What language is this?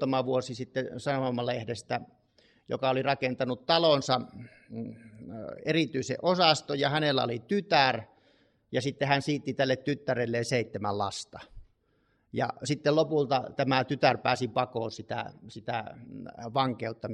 Finnish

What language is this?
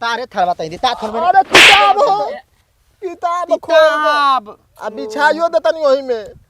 Bhojpuri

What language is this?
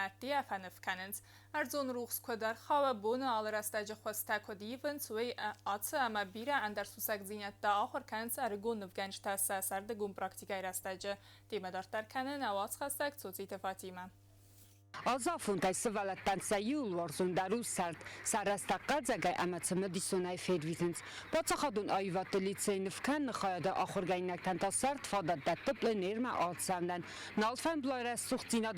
Ossetic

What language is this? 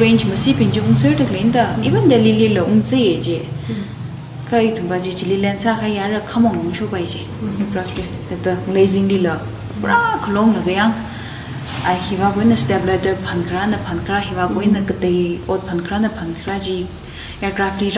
Tangkhul Naga (India)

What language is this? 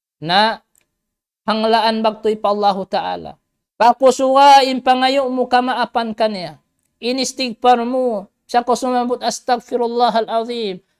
Tausug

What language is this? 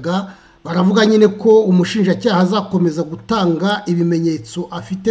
Kinyarwanda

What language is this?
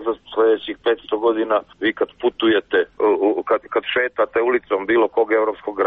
Croatian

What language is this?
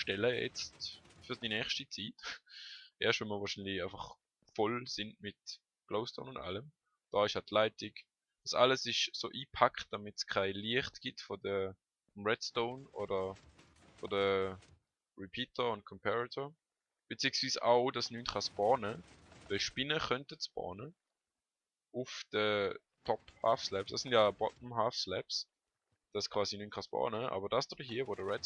Swiss German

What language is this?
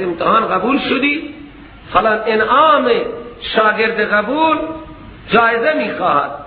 Persian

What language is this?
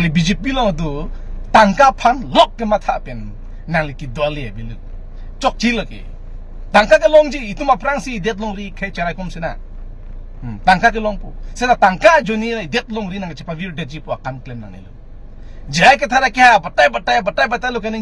Karbi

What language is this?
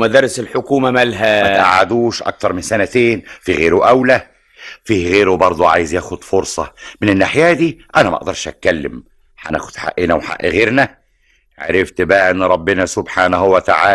Egyptian Arabic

